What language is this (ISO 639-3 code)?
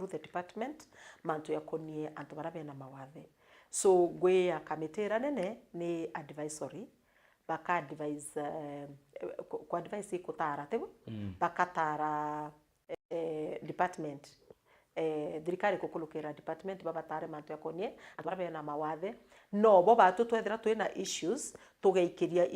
mer